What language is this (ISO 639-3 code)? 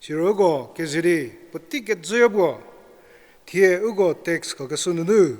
njm